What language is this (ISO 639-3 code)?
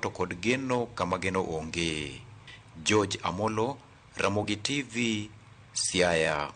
luo